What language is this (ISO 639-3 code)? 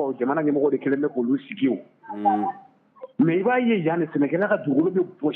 bam